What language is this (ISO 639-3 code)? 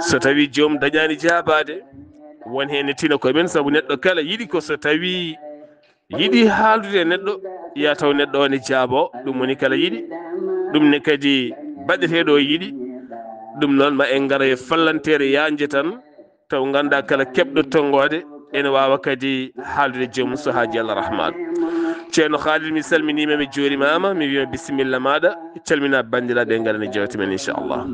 ful